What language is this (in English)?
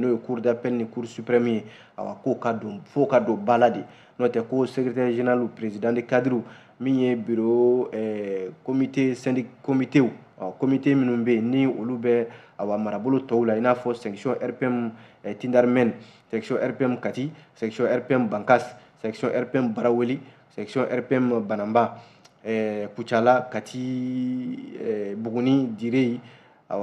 Bambara